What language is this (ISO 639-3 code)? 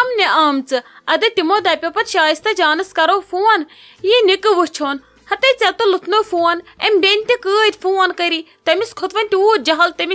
kas